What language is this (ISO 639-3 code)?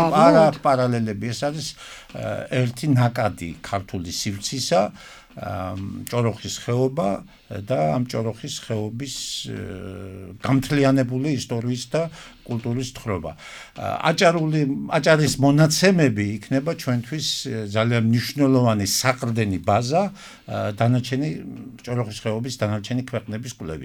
kat